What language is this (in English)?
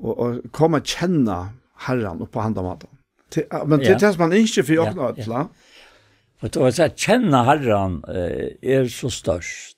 Faroese